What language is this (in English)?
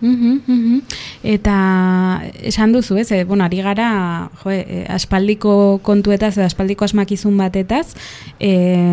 Basque